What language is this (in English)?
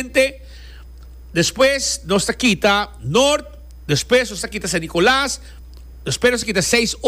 Papiamento